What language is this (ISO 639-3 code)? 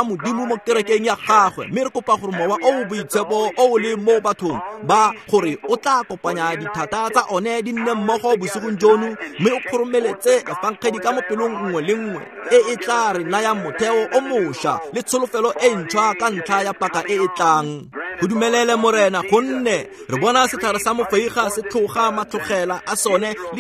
tsn